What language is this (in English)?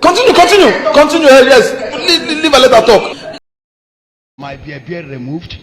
Nigerian Pidgin